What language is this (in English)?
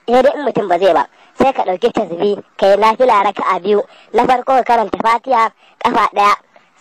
Hausa